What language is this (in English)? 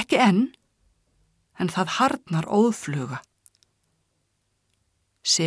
Icelandic